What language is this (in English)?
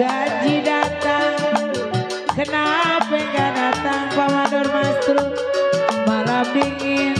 Betawi